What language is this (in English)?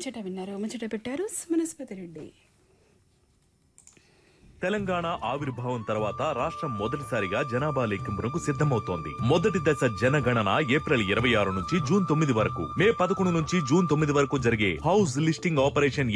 Telugu